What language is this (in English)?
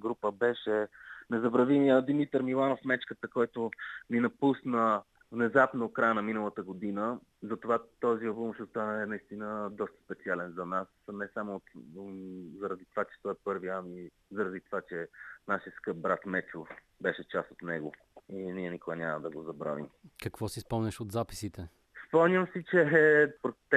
Bulgarian